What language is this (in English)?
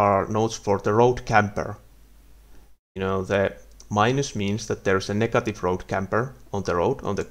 English